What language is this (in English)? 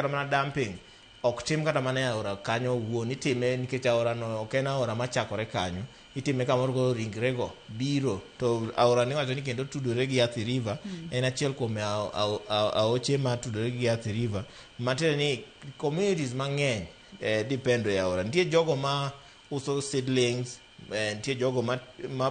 Luo (Kenya and Tanzania)